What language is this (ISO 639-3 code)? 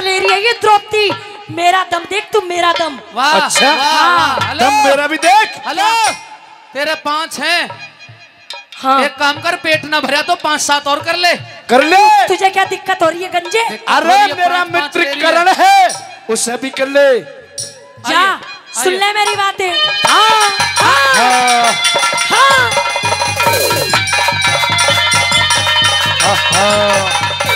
hin